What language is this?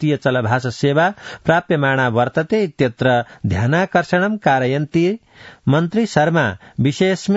Sanskrit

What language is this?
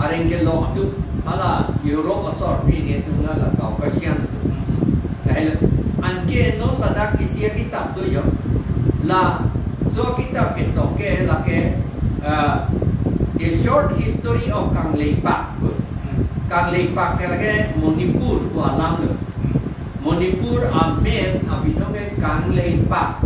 Karbi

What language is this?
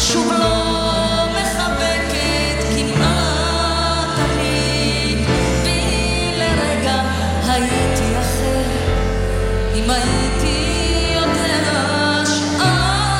Hebrew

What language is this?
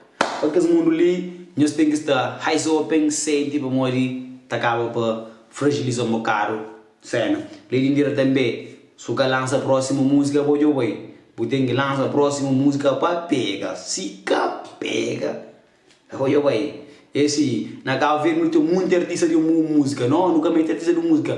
Kabuverdianu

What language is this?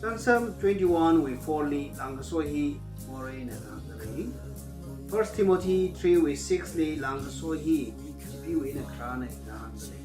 Tangkhul Naga (India)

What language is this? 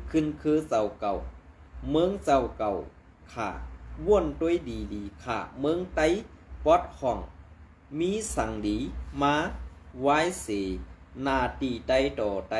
Shan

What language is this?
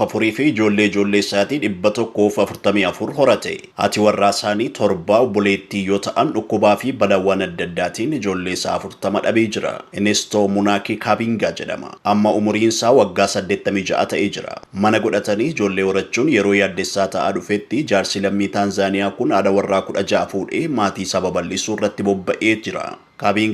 Oromo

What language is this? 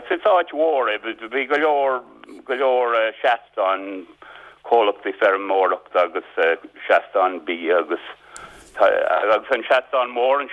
Irish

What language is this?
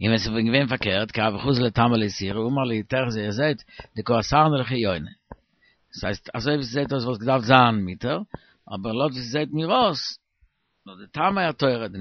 Yiddish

